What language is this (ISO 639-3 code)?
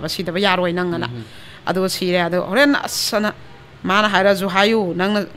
mni